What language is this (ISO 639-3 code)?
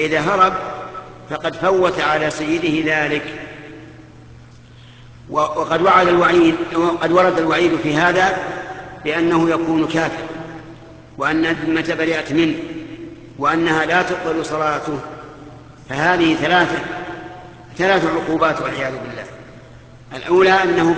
ara